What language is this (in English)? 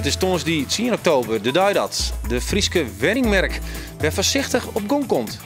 Western Frisian